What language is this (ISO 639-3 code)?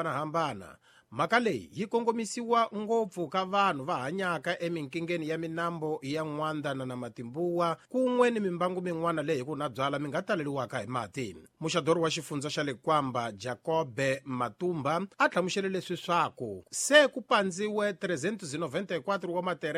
tso